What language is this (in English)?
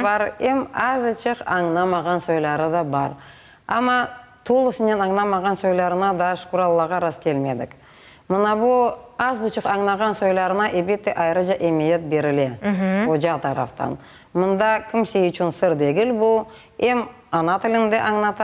Crimean Tatar